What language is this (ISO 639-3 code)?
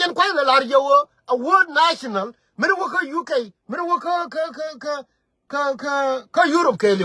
nus